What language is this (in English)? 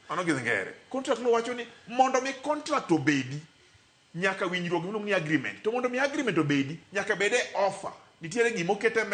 Luo (Kenya and Tanzania)